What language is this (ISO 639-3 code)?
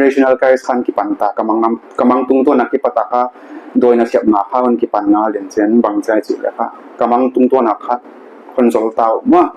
pck